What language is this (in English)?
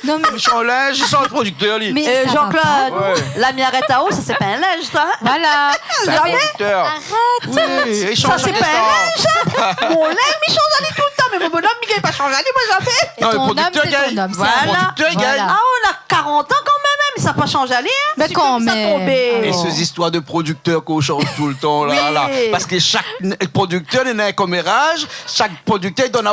Réunion Creole French